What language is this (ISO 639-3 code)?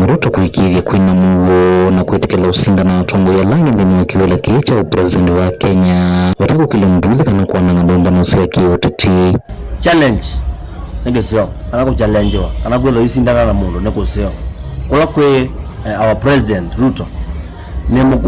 kam